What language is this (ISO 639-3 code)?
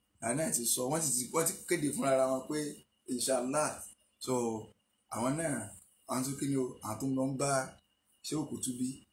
yor